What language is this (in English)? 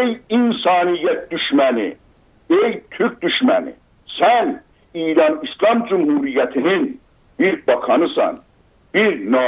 South Azerbaijani